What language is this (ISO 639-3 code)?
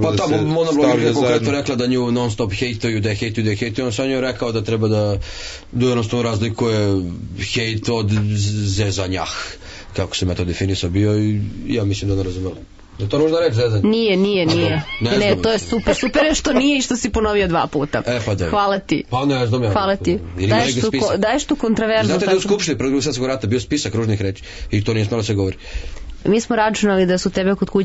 srp